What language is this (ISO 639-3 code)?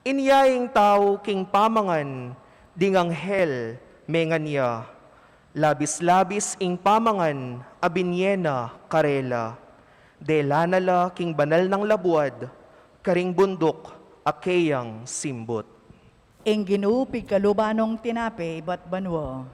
pam